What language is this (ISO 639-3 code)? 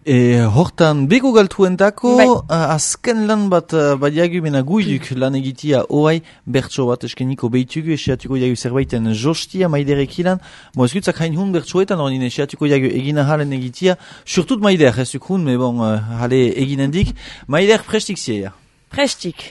eus